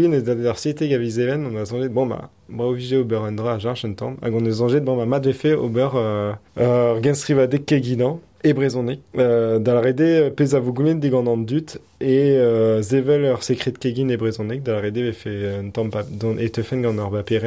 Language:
Breton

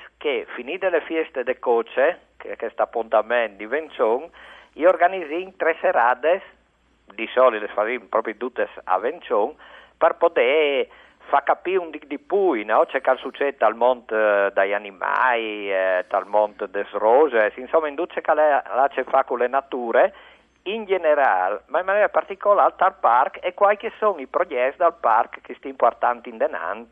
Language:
Friulian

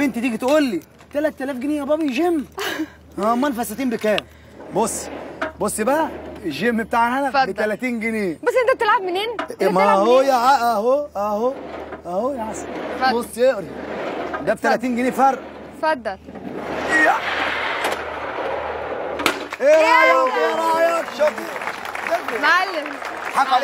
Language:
Egyptian Arabic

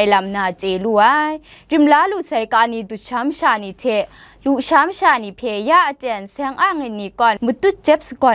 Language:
Kachin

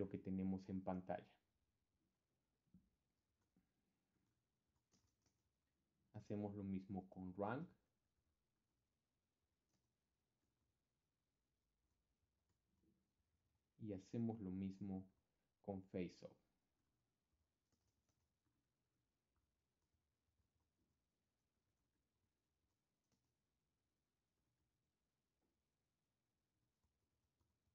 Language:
Spanish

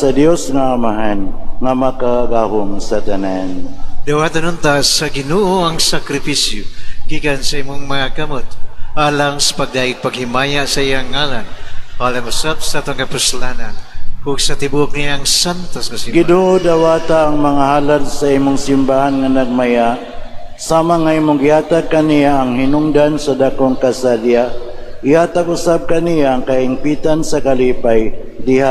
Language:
Cebuano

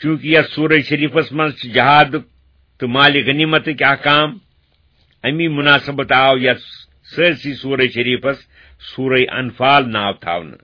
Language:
Kashmiri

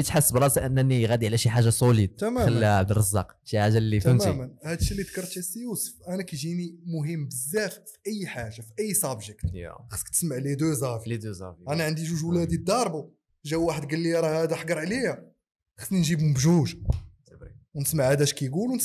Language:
Moroccan Arabic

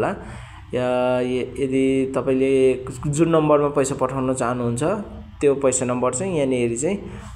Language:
Nepali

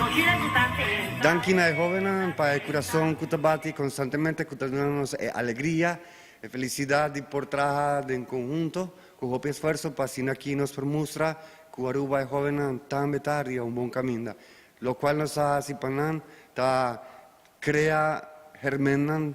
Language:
Papiamento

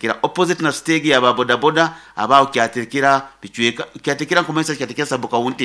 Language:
Nyoro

